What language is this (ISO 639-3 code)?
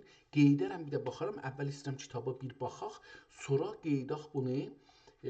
azb